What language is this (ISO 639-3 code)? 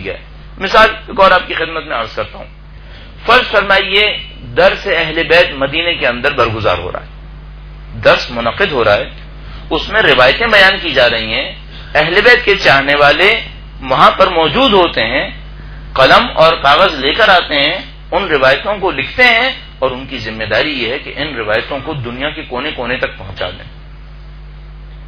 urd